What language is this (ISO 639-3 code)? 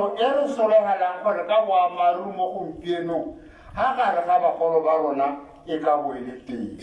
tsn